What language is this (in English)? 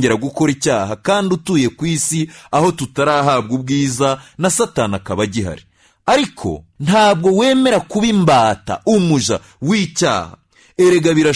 Kinyarwanda